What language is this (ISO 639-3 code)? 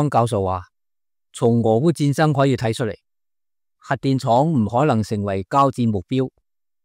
yue